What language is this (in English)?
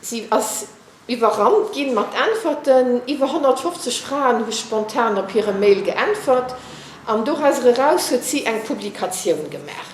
Luxembourgish